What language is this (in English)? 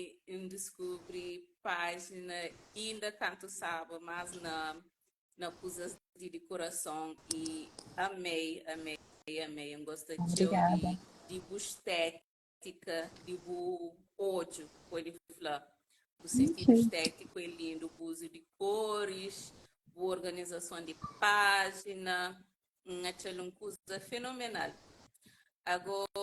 Kabuverdianu